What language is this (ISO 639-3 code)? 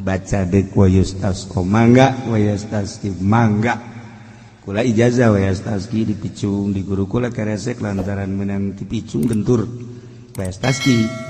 sun